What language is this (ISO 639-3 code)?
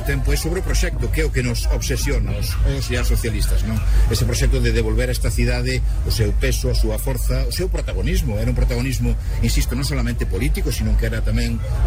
glg